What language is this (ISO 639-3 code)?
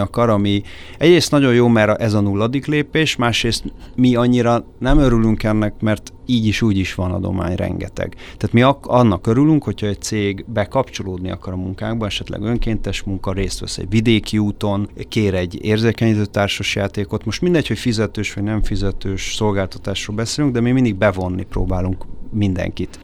hun